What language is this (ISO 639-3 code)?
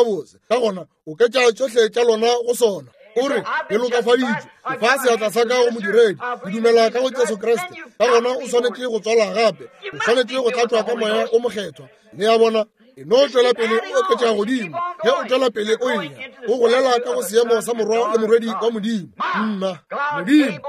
nso